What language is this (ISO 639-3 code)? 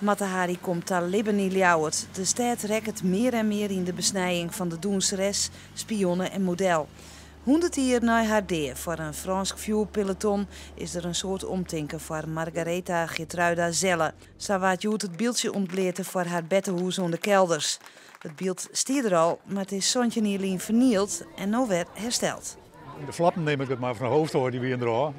fry